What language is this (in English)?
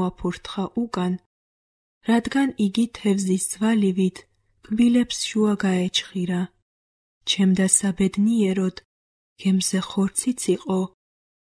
Georgian